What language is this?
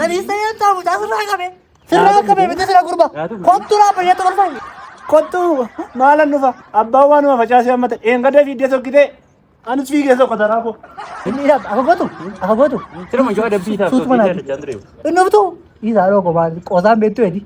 Oromo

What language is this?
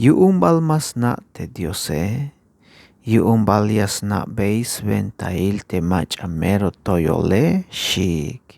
Tzeltal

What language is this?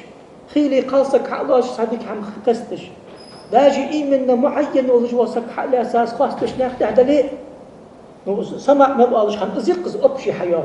Ingush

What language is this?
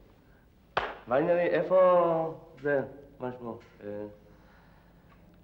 Hebrew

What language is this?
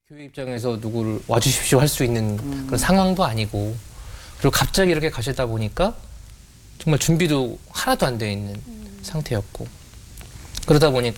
Korean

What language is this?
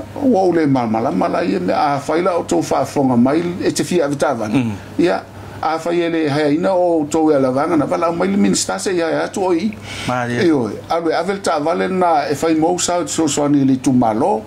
Samoan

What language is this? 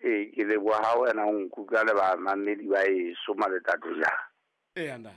Southern Sotho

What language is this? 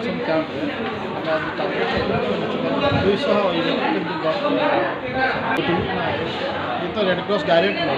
Odia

